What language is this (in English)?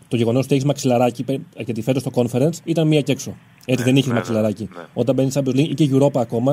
Greek